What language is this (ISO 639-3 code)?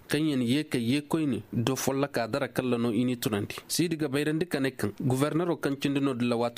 ses